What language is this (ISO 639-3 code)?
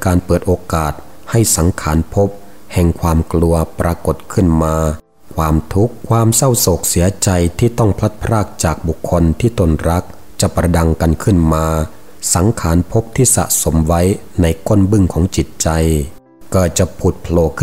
tha